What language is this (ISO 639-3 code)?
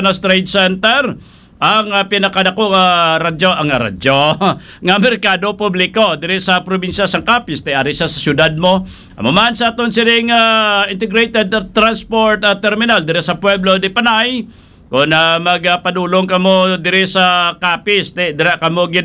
hil